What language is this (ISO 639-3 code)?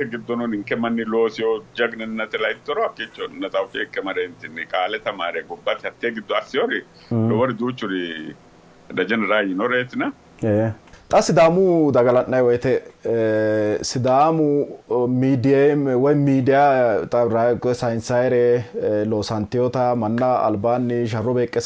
sid